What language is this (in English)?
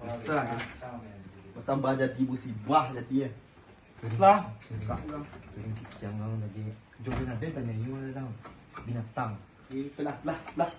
Minangkabau